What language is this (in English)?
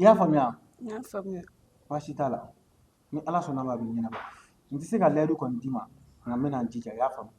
Bambara